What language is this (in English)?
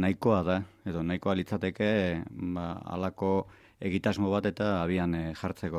Basque